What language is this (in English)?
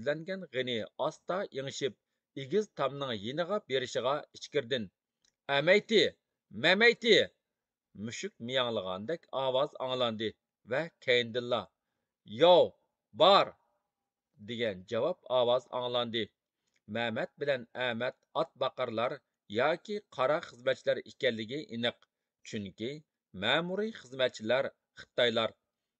Uyghur